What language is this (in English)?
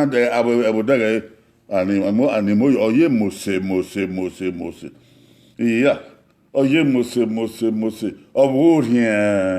Bini